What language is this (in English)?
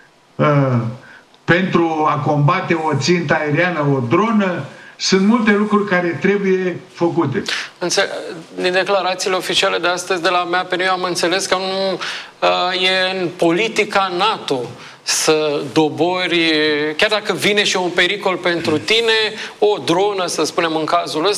Romanian